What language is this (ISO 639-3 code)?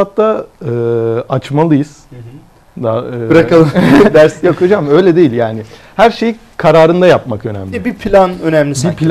tur